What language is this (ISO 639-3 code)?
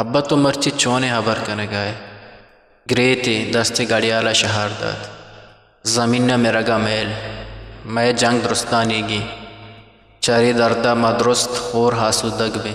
bgp